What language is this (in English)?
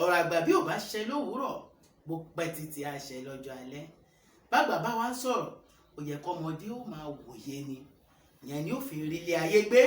Yoruba